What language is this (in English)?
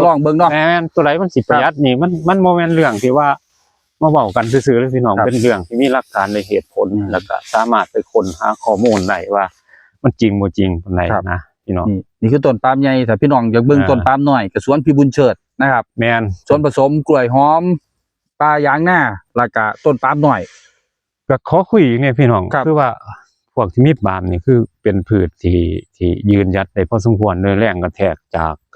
Northeastern Thai